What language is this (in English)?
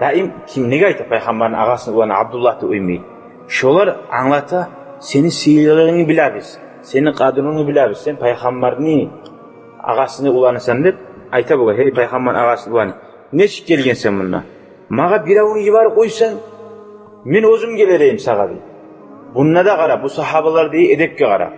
Kumyk